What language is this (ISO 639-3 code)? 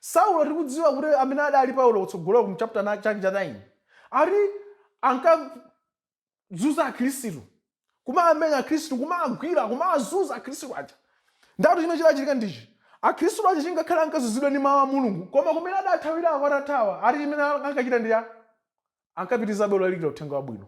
nya